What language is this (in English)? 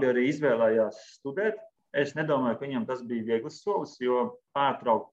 Latvian